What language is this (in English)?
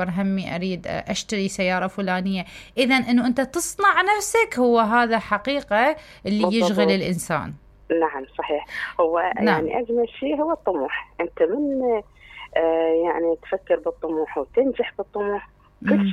Mesopotamian Arabic